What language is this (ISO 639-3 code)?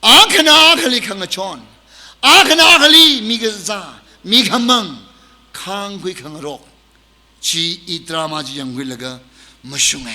nmf